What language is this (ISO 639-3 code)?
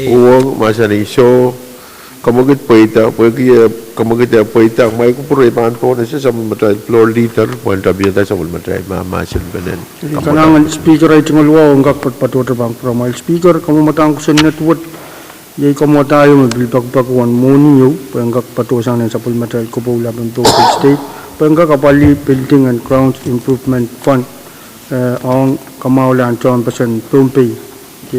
pon